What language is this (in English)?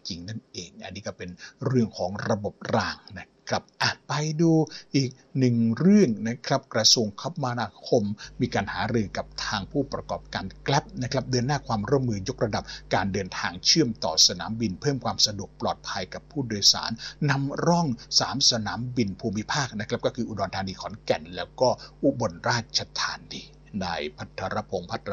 Thai